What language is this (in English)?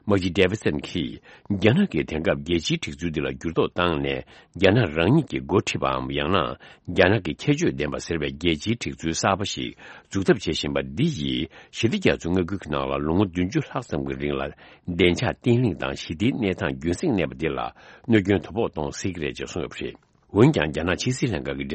Tibetan